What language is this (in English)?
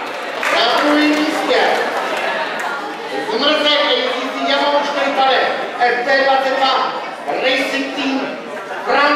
Czech